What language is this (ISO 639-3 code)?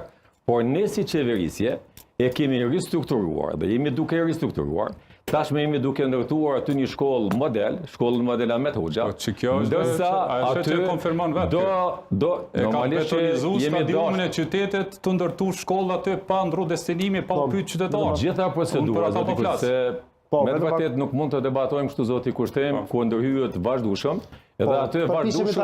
sqi